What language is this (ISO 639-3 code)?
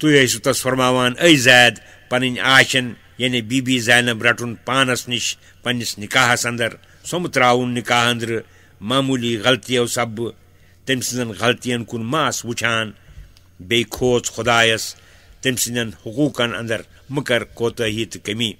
kas